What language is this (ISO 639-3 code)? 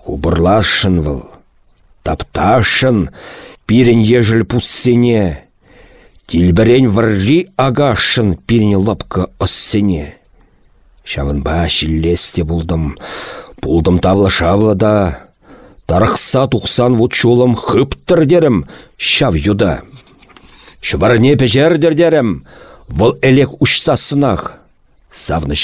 chv